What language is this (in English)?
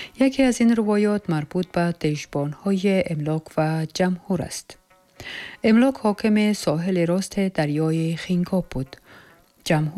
Tajik